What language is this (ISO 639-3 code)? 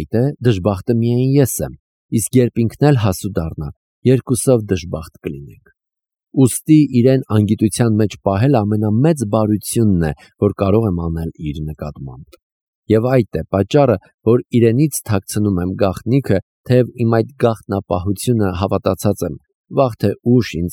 hye